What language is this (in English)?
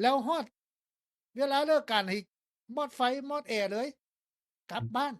Lao